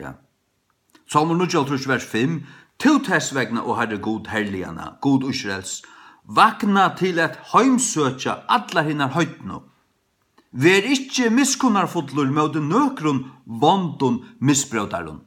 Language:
Faroese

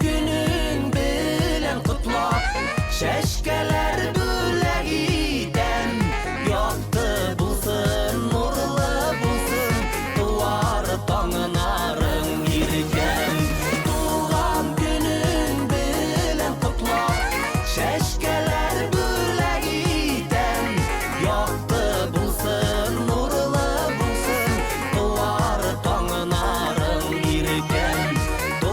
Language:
Bashkir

